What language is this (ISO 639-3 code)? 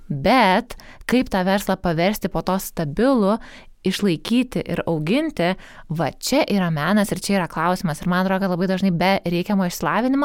lit